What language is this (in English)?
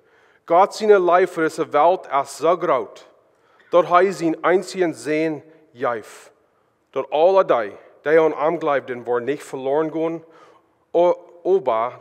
Plautdietsch